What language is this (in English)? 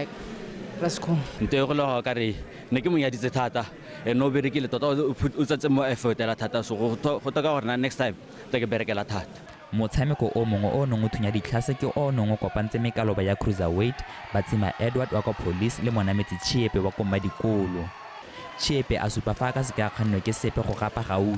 Tswana